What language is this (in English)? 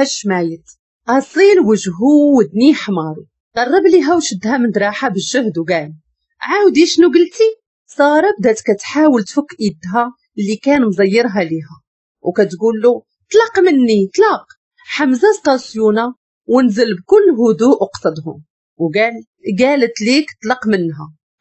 Moroccan Arabic